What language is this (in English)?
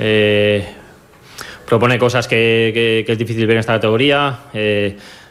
Catalan